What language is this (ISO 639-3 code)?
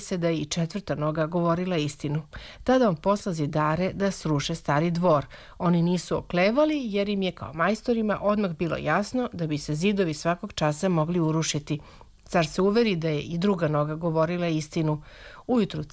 srp